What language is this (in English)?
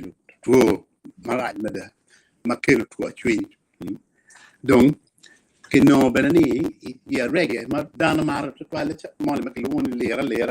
Acoli